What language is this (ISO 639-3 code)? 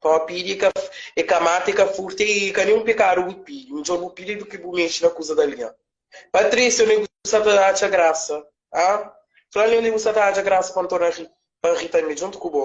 kea